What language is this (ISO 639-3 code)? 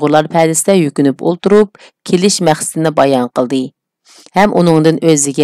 uig